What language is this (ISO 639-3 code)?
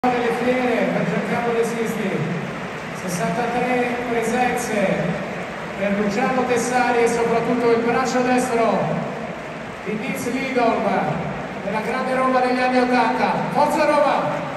ita